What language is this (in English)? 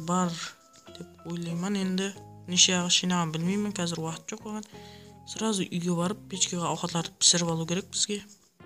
Kara-Kalpak